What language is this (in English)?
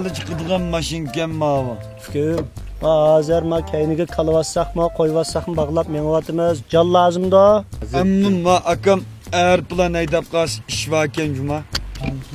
Uyghur